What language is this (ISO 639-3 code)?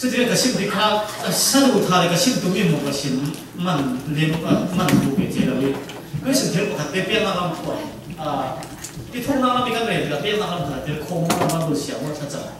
cfm